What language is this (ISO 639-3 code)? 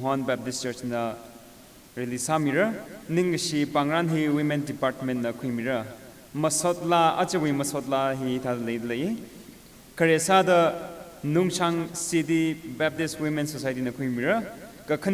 nmf